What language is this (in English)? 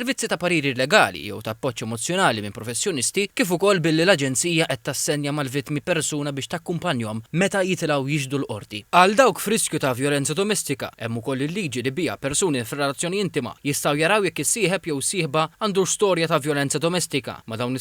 Maltese